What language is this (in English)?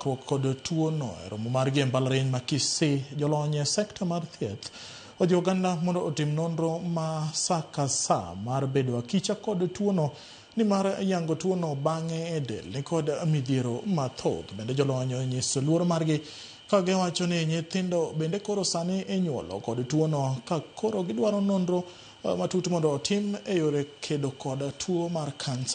Luo (Kenya and Tanzania)